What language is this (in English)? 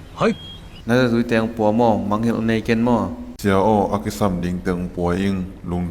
Tedim Chin